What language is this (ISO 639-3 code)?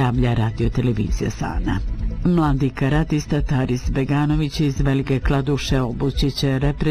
bos